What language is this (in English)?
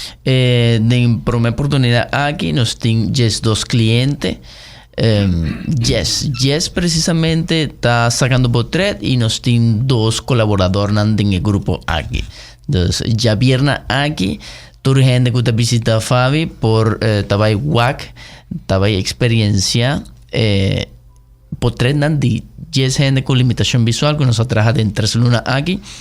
Papiamento